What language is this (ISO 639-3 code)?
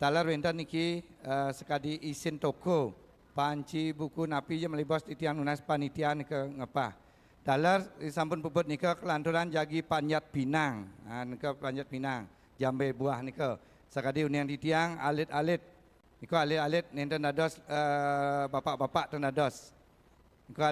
ban